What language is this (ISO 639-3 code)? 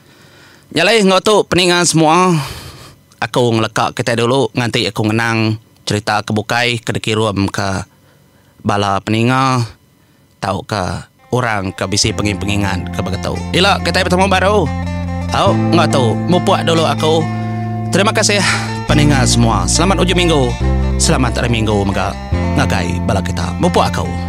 iba